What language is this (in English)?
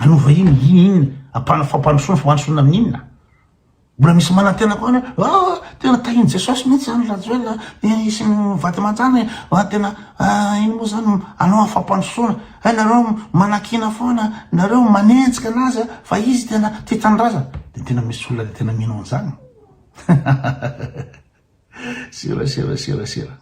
Malagasy